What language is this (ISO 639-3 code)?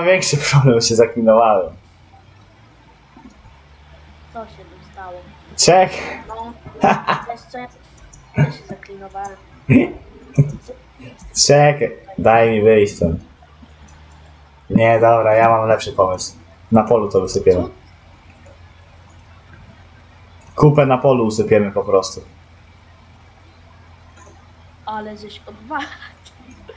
pol